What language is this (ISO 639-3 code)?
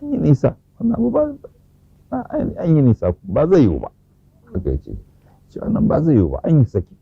hau